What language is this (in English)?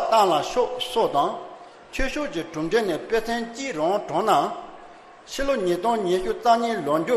Tibetan